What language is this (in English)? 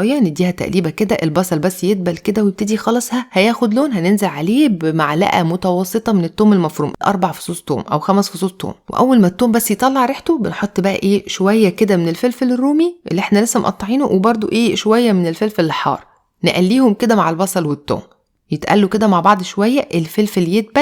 Egyptian Arabic